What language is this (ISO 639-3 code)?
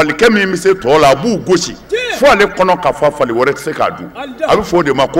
bam